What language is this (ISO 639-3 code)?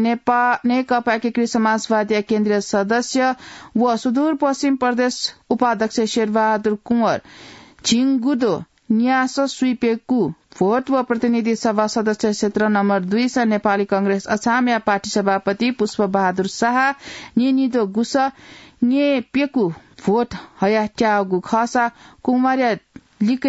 new